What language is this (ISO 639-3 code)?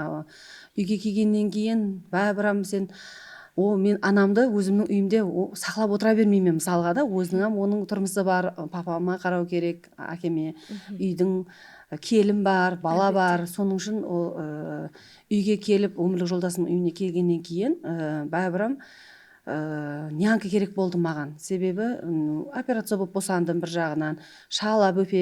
kaa